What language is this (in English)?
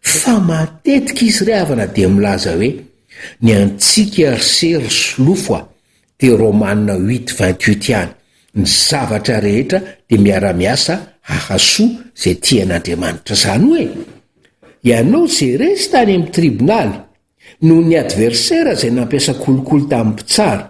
Malagasy